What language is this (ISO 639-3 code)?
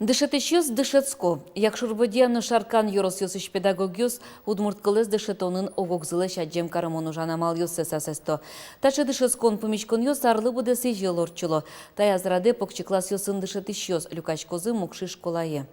udm